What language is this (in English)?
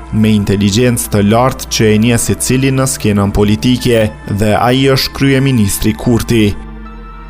Albanian